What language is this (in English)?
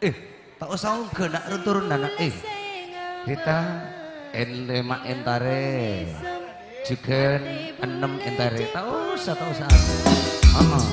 Madurese